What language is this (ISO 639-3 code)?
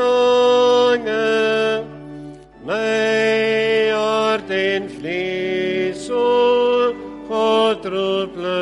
afr